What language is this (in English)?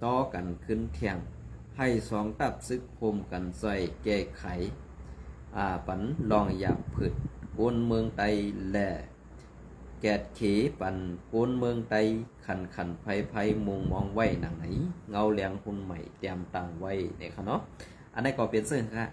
Shan